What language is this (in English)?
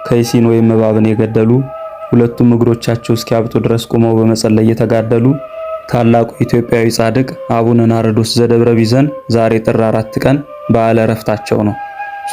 Amharic